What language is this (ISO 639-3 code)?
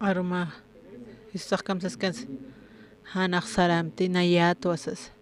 aym